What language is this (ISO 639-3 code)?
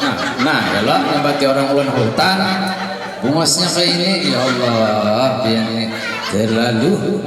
bjn